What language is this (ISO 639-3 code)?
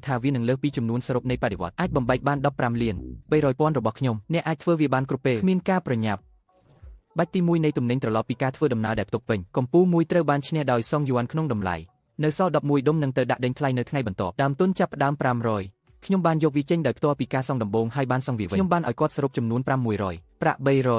khm